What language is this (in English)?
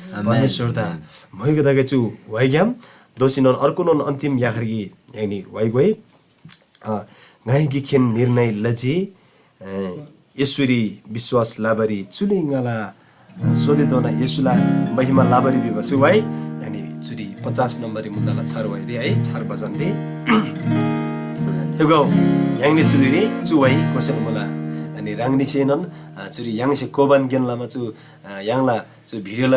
Eastern Tamang